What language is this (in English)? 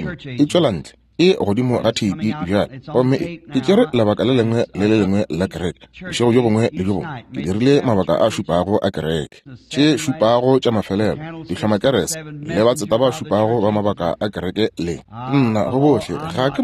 Northern Sotho